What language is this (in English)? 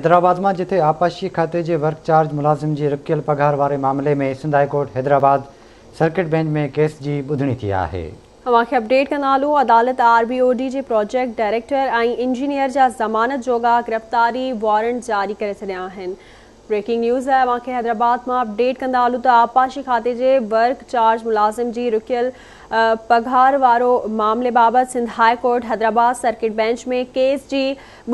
Sindhi